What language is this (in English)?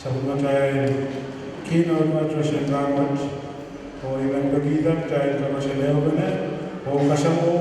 Pohnpeian